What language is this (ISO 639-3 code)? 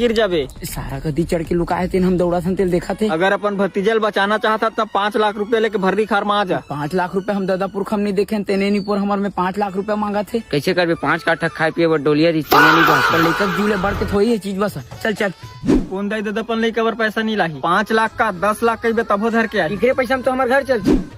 hne